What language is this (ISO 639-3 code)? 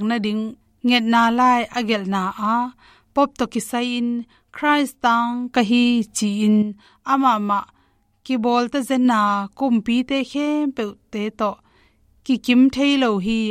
ctd